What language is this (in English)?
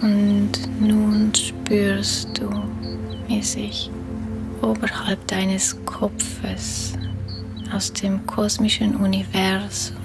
Swiss German